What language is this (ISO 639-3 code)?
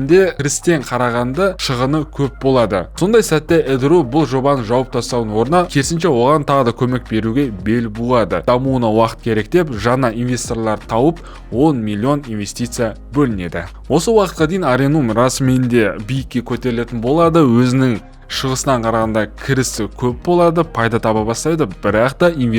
kaz